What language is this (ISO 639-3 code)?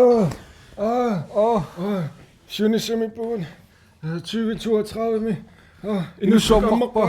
kal